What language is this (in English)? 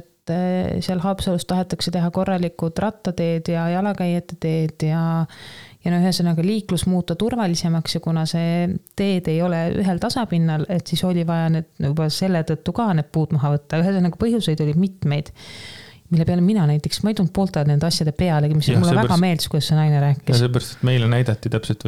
Estonian